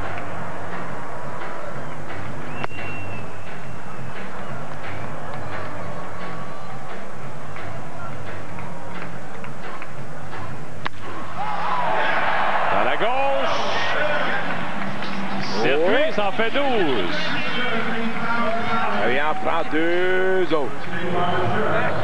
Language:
French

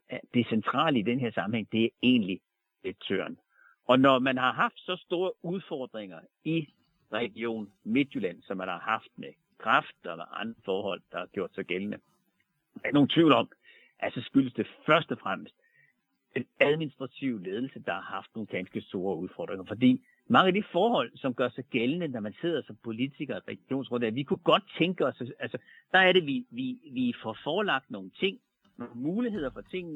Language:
Danish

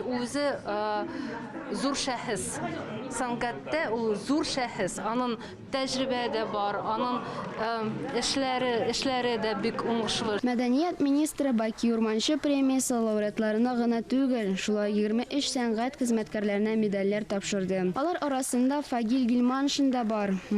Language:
Tatar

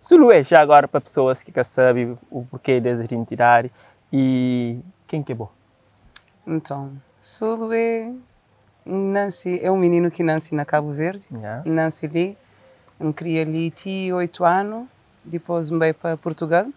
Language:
Kabuverdianu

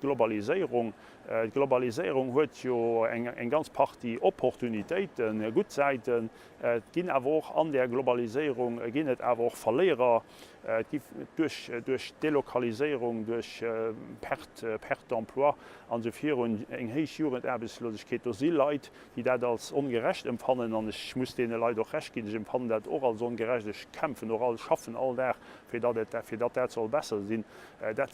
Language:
Luxembourgish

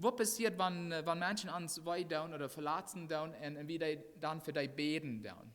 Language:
Plautdietsch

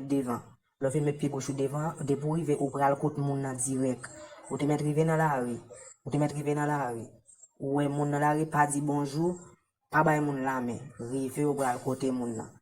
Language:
Haitian Creole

